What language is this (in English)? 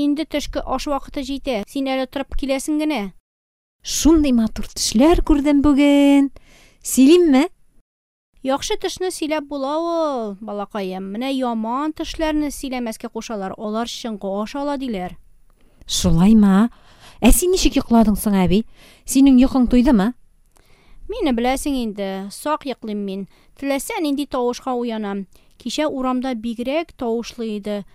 Tatar